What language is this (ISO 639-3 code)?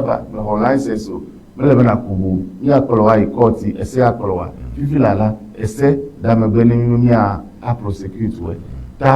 ewe